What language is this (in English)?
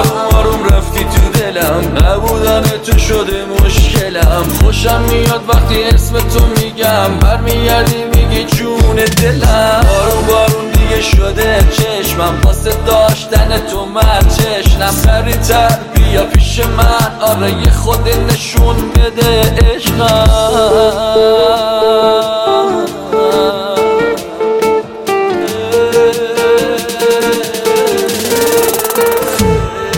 Persian